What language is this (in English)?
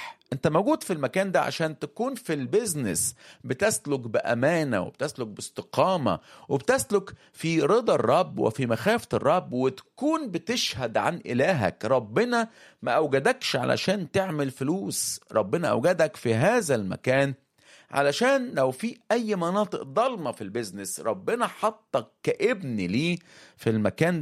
Egyptian Arabic